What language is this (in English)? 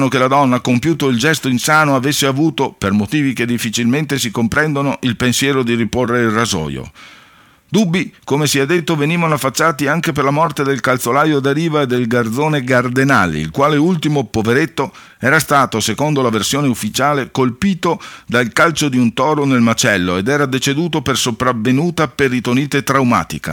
Italian